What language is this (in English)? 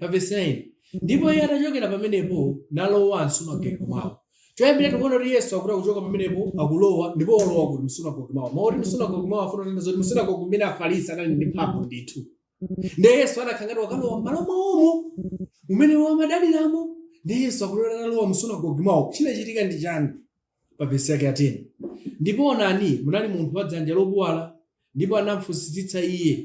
Nyanja